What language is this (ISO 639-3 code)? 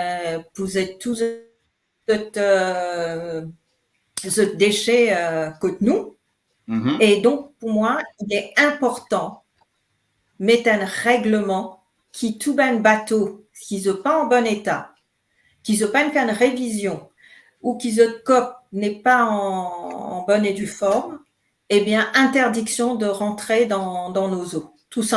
mfe